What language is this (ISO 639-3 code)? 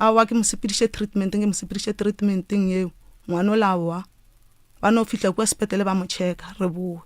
nso